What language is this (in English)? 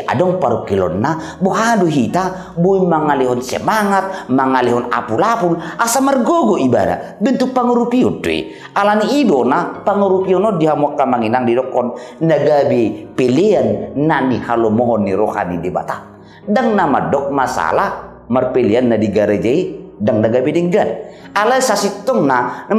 Batak Toba